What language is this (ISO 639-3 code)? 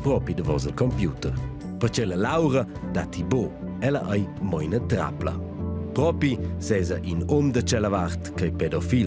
roh